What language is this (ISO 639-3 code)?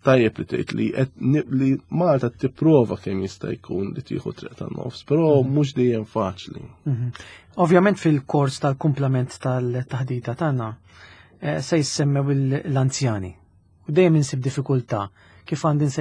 mlt